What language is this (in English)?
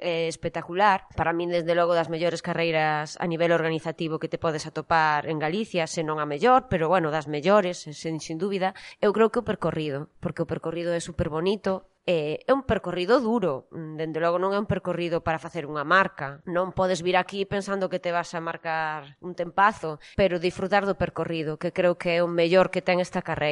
Galician